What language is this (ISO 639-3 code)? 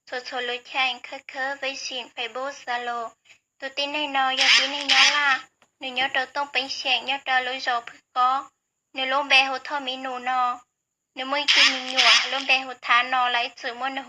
hmn